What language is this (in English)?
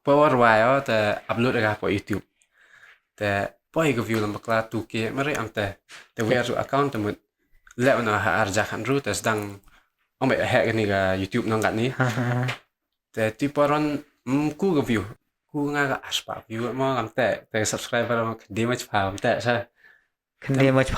Khasi